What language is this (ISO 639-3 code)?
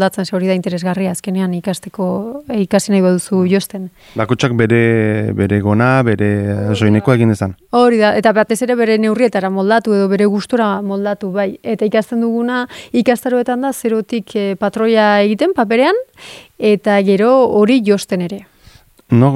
eus